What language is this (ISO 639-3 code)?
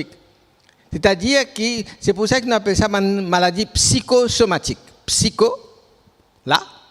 mfe